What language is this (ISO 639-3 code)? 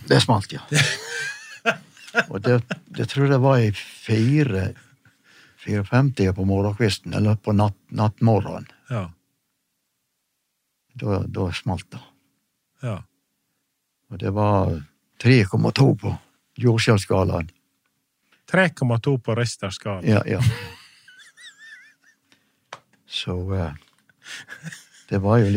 nor